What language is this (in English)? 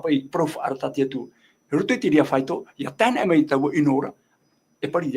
Tahitian